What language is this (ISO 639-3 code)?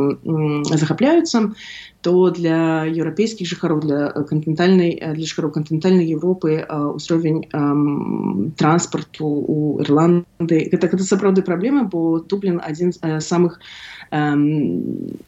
bel